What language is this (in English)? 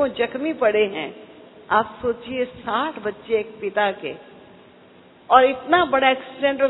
Hindi